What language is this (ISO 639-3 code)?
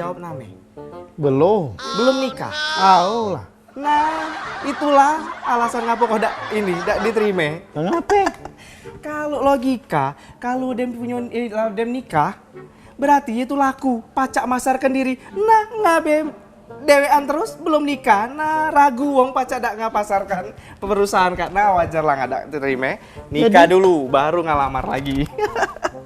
mui